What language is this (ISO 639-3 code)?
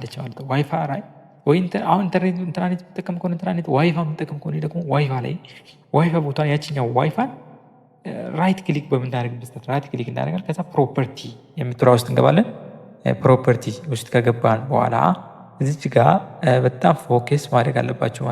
amh